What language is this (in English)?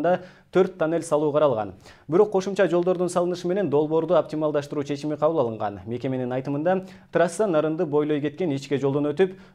Kyrgyz